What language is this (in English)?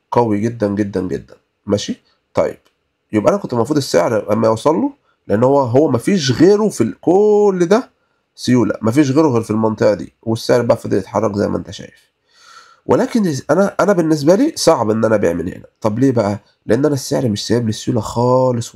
Egyptian Arabic